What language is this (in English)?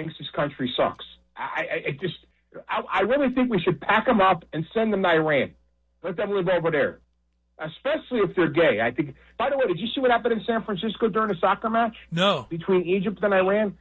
English